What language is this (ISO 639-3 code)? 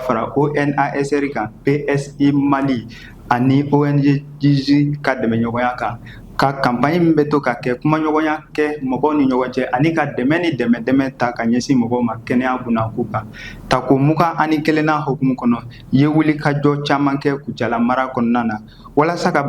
bam